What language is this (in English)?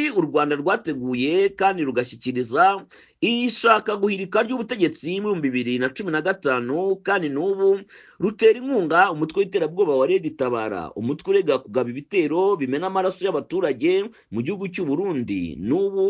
Kinyarwanda